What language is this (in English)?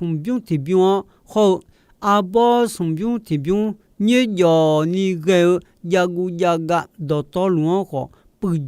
Akha